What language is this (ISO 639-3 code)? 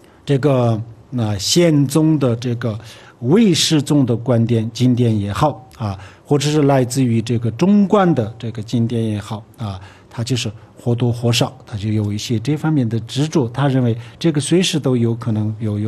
zho